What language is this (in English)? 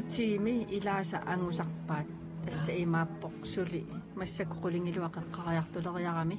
Kalaallisut